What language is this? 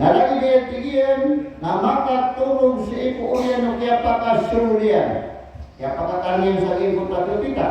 Maranao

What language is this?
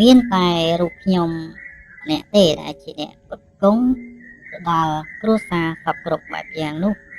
Khmer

